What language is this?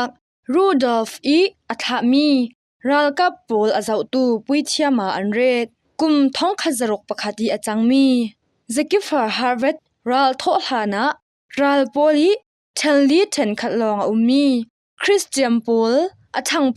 Falam Chin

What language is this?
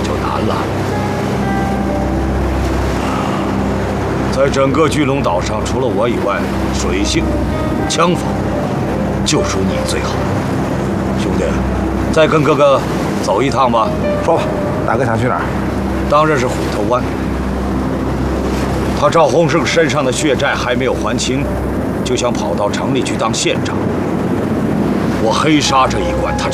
Chinese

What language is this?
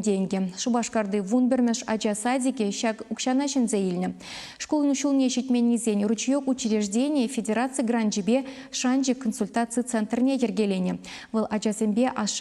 Chuvash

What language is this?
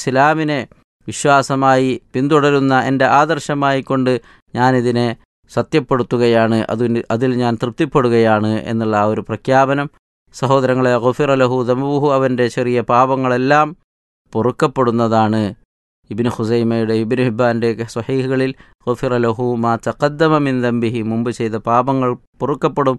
Malayalam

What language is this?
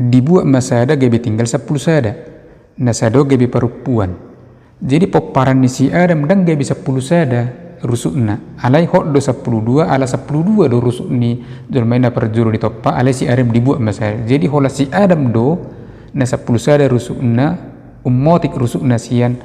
Batak Toba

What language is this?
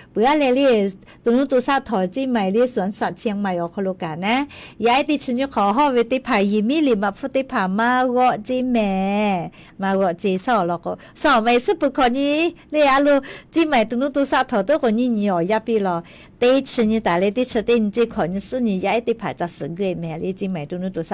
Lahu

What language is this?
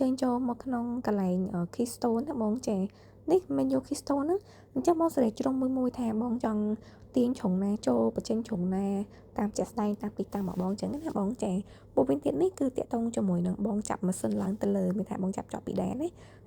Khmer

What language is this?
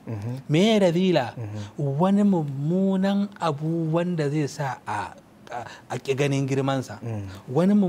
Hausa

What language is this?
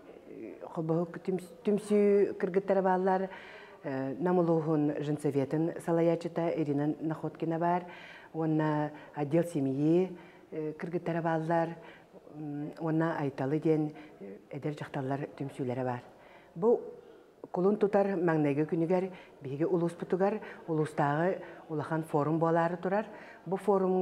Yakut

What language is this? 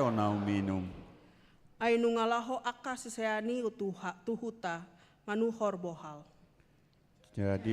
Batak Toba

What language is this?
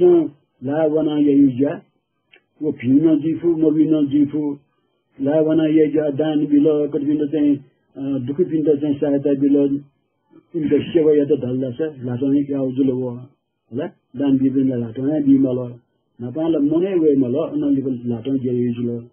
Newari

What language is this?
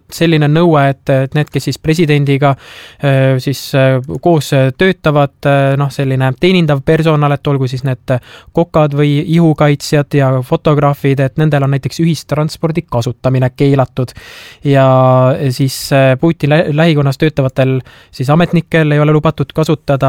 Estonian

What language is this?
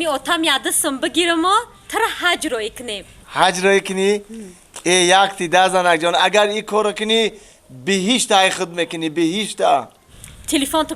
Tajik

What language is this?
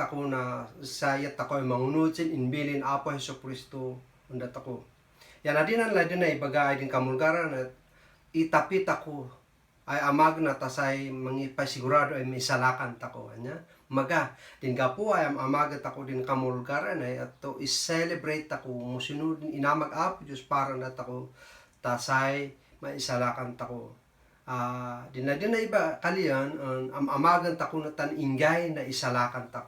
Kankanaey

